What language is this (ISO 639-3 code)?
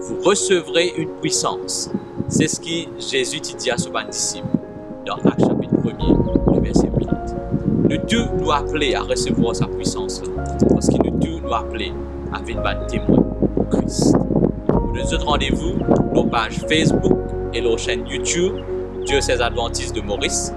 mfe